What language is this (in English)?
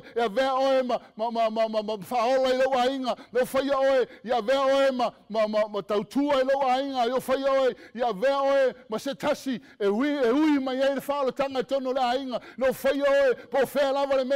Samoan